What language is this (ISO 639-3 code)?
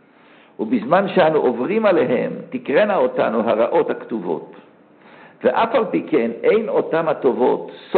heb